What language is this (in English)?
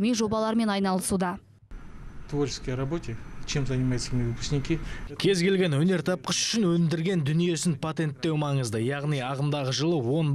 Kazakh